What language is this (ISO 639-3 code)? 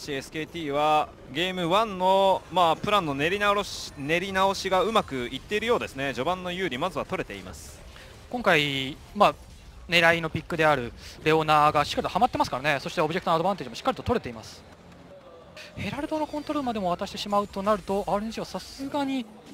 jpn